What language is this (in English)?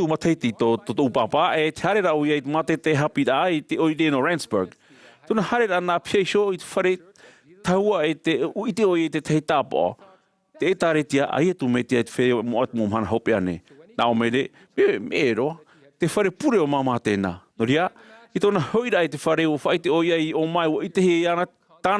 Tahitian